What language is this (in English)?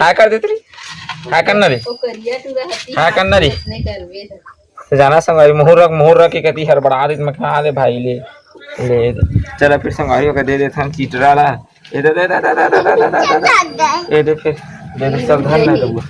Chhattisgarhi